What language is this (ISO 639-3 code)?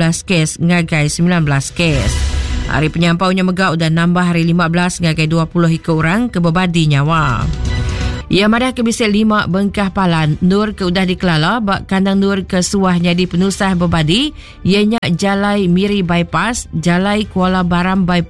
iba